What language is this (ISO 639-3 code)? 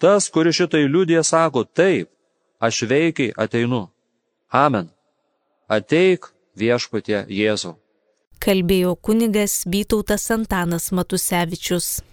lit